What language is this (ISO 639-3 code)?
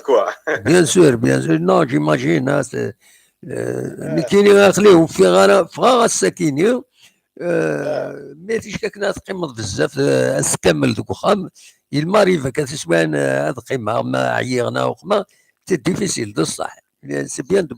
kab